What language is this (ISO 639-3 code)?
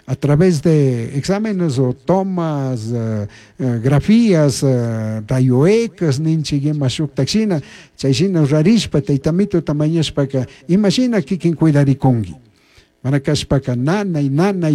qug